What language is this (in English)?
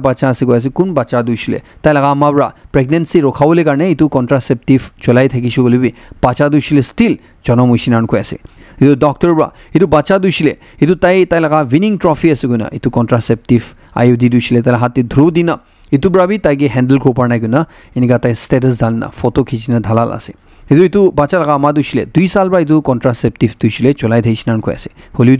Naga Pidgin